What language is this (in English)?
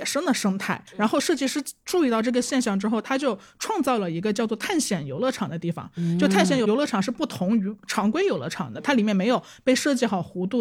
Chinese